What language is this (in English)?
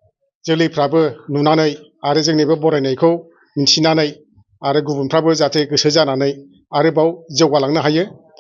Bodo